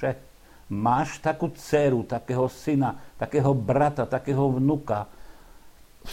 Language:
Slovak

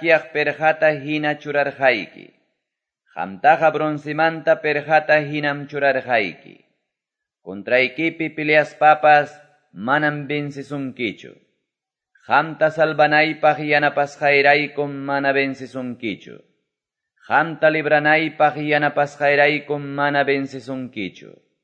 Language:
Quechua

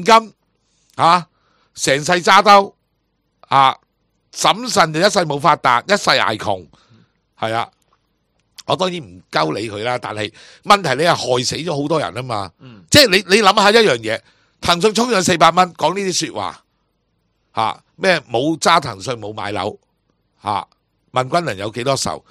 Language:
Cantonese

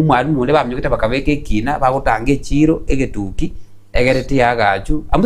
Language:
Gusii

